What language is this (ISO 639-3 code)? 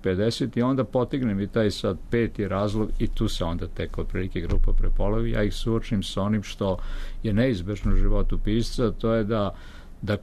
srp